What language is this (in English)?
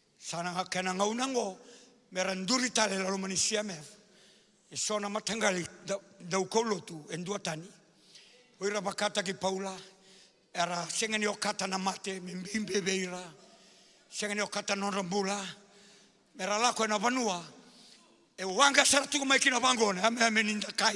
Fijian